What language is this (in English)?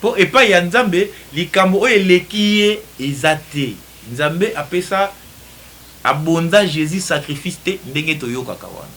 Lingala